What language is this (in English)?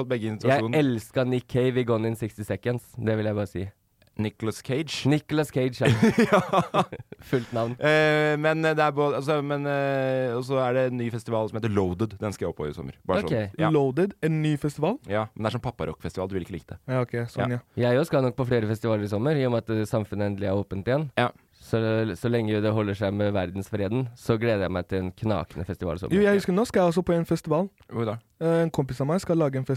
Norwegian